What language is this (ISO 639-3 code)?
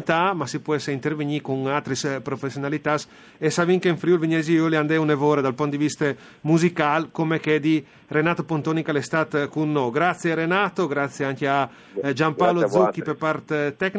fur